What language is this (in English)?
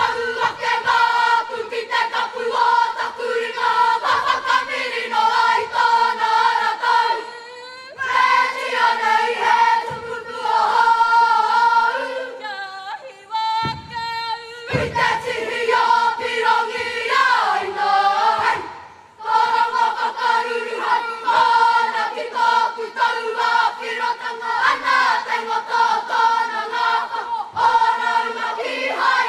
Māori